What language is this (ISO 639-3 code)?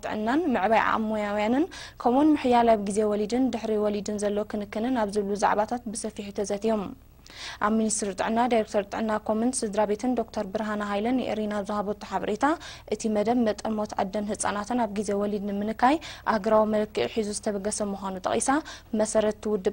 tir